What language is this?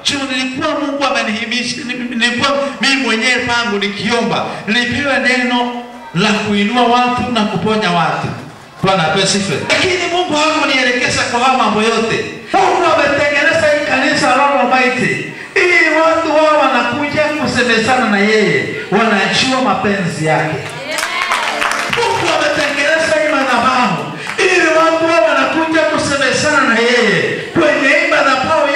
Swahili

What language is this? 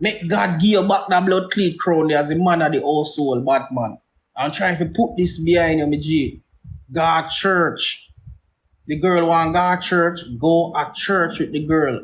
Jamaican Creole English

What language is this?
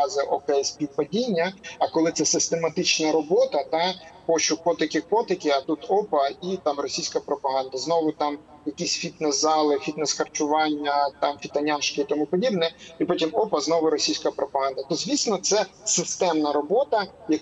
Ukrainian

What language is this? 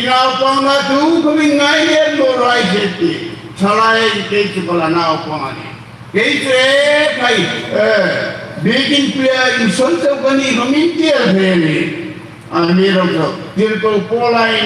Hmar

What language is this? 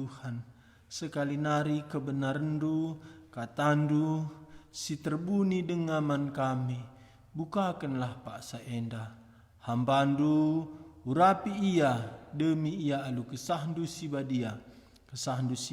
Batak Karo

